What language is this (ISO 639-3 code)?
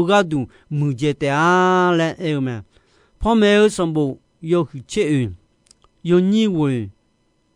ahk